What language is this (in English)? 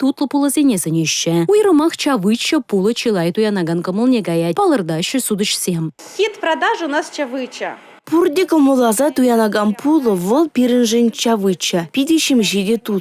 Chuvash